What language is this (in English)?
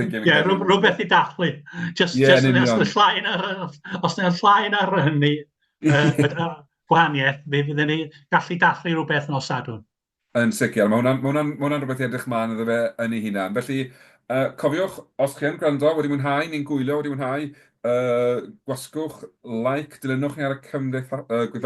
Welsh